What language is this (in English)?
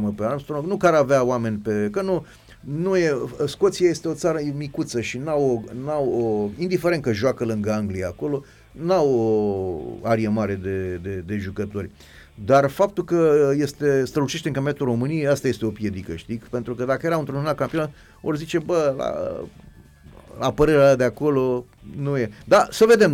Romanian